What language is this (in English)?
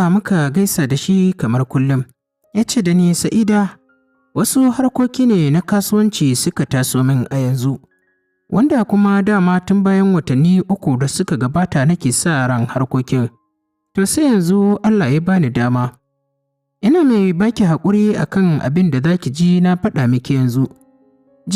Hausa